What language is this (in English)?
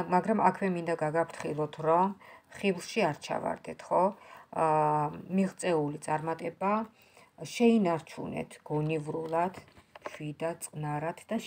Georgian